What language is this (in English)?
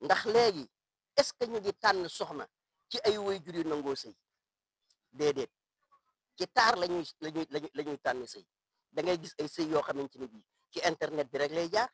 Wolof